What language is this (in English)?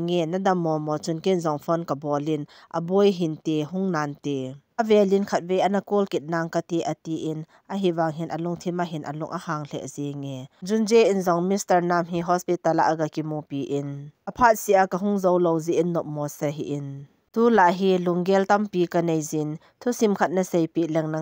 Thado Chin